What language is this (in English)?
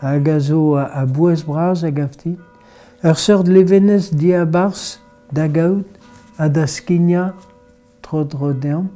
Breton